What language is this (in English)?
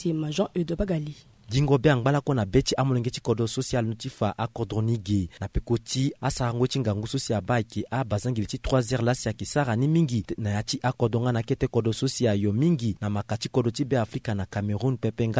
Sango